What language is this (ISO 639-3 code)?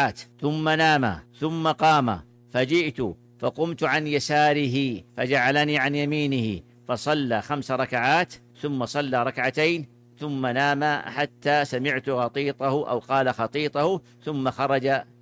ara